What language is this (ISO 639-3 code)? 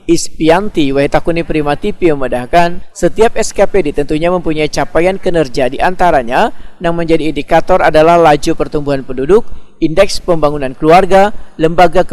bjn